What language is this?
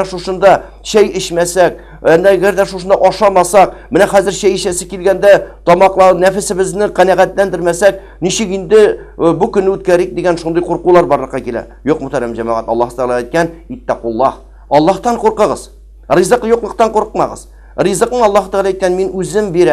Tatar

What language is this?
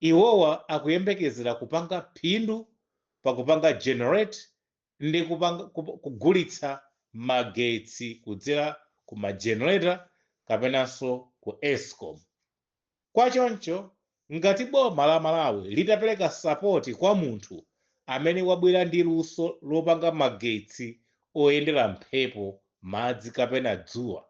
Nyanja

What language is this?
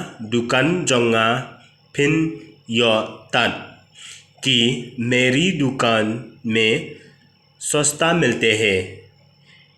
Khasi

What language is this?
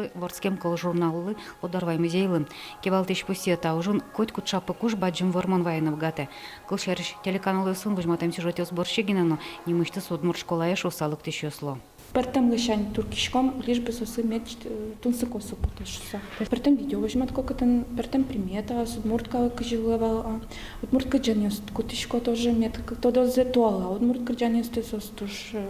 Udmurt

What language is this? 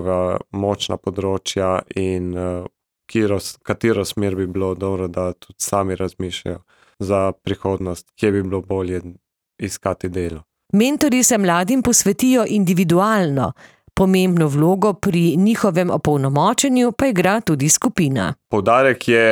Slovenian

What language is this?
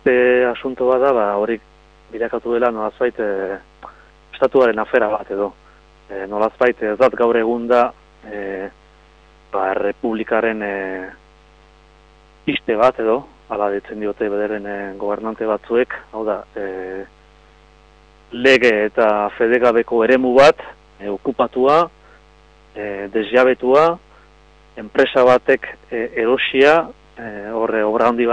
Basque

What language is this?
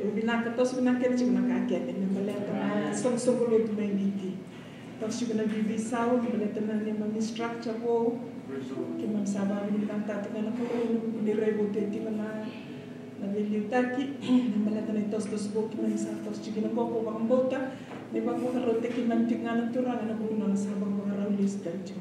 Fijian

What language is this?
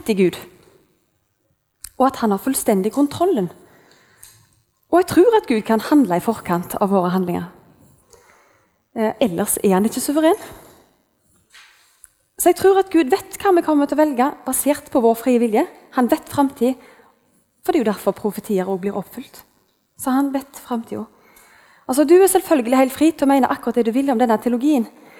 Norwegian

